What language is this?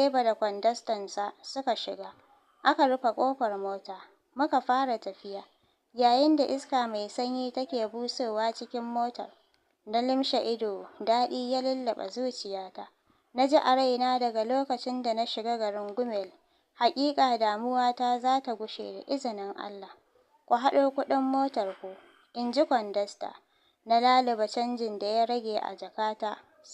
Hausa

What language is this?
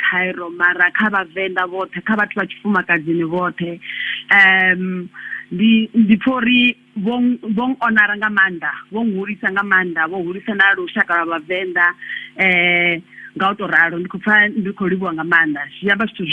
Venda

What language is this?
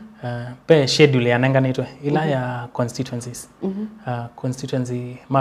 Kamba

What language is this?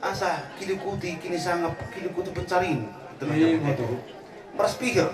Batak Toba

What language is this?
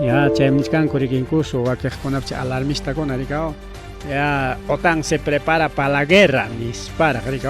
Ayacucho Quechua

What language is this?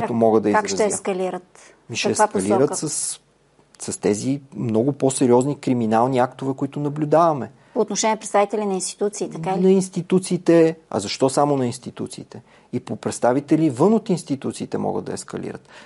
Bulgarian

